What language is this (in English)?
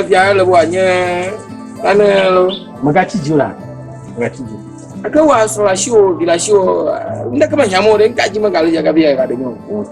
Ewe